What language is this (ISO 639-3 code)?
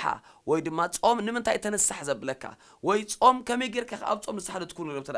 tir